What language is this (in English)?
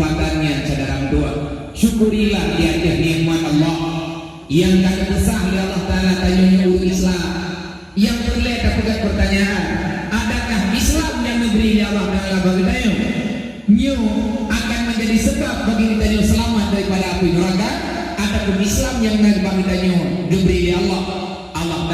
Achinese